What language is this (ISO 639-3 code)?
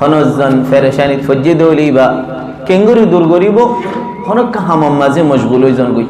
rhg